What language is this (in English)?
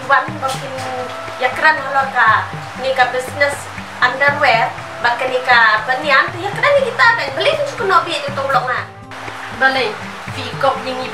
Khasi